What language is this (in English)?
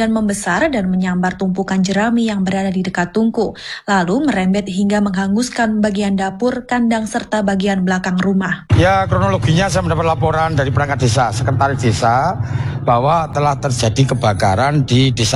Indonesian